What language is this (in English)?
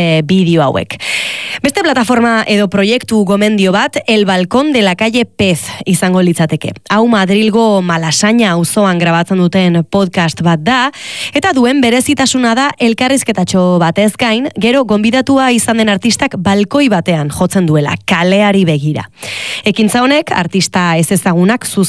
Basque